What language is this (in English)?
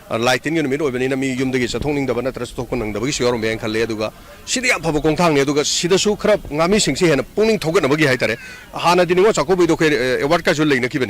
Manipuri